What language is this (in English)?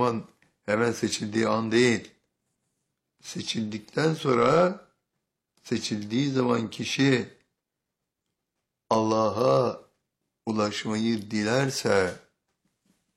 Turkish